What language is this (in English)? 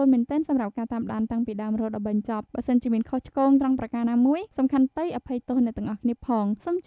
Khmer